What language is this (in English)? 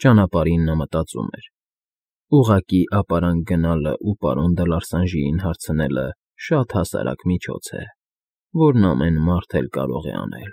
Armenian